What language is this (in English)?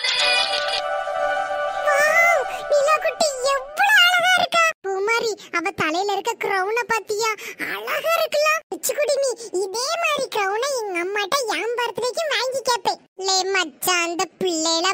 Tamil